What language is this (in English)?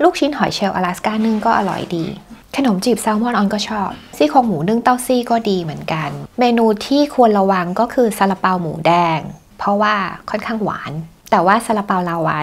Thai